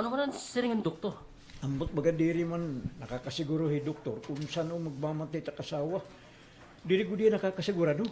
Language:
Waray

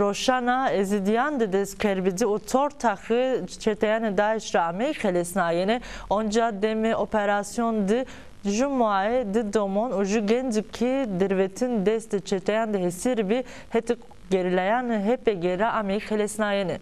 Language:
Zaza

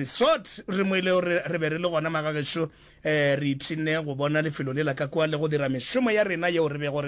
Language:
Northern Sotho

